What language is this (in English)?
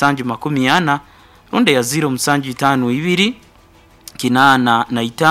Nyoro